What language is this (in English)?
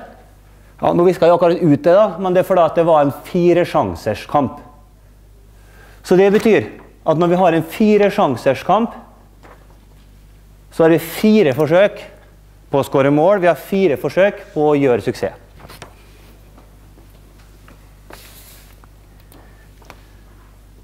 Norwegian